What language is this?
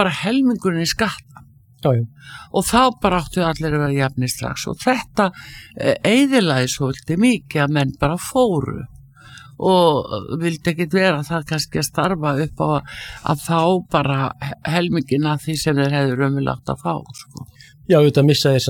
Icelandic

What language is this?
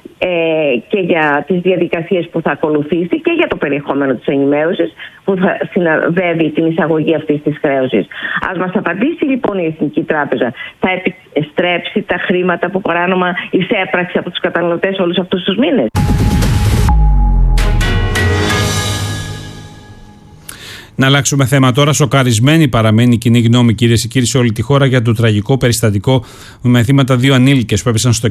Greek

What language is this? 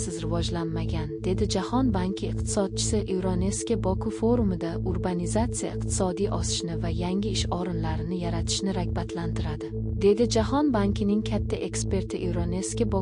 Uzbek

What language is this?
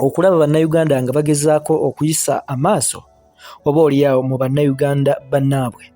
Ganda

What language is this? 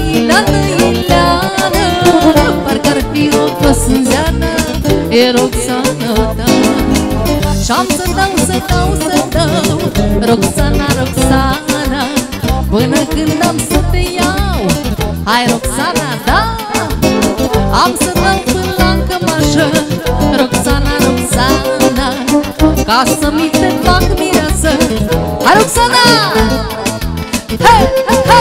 Romanian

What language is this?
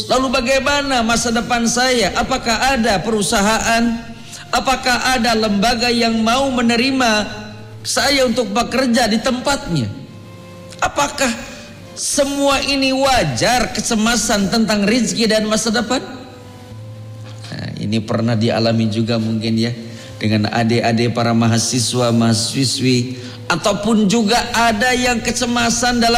Indonesian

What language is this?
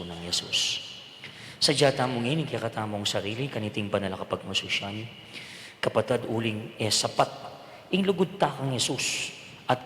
Pampanga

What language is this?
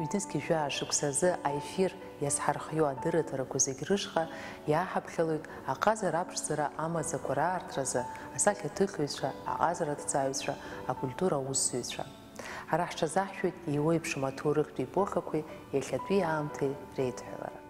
Abkhazian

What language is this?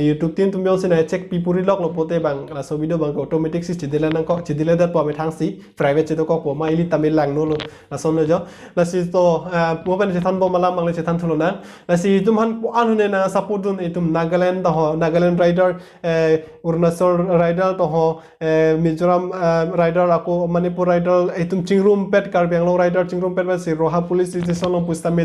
Karbi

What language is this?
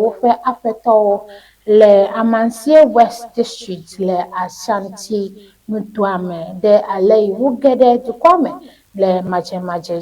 Ewe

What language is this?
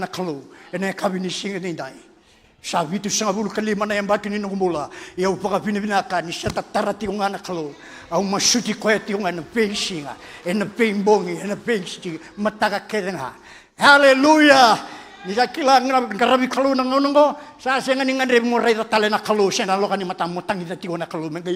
Fijian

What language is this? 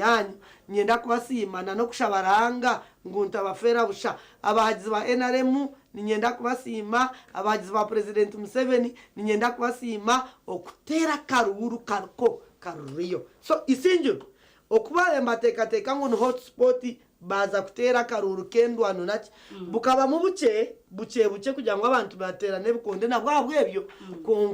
Nyankole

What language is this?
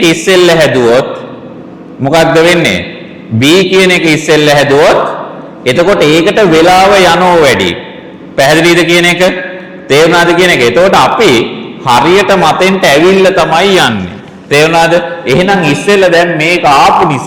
Sinhala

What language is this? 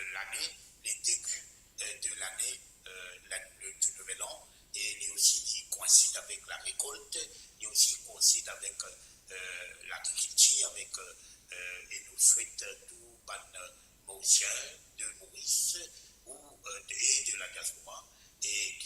Morisyen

